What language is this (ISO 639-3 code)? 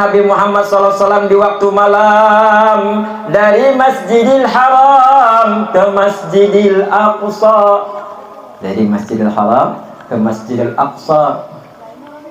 bjn